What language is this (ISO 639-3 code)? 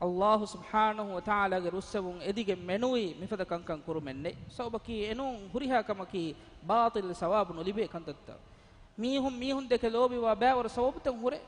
div